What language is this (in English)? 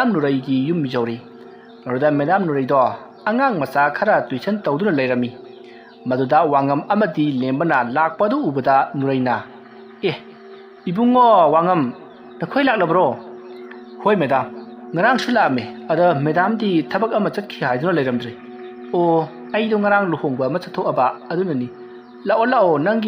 Manipuri